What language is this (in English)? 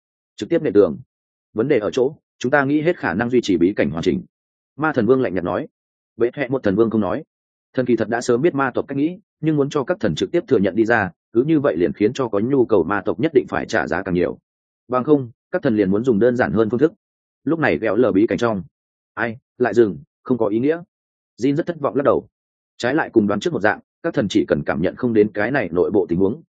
Vietnamese